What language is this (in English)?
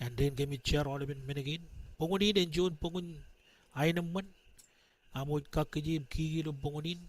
Marshallese